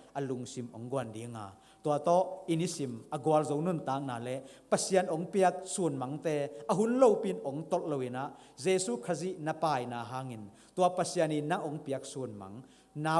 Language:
Tedim Chin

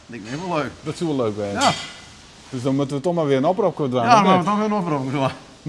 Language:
Western Frisian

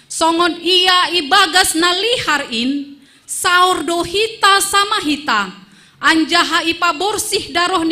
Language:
Batak Simalungun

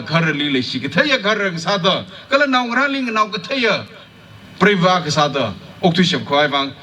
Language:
Tangkhul Naga (India)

